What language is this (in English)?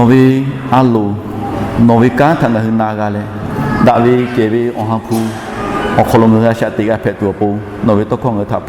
Lahu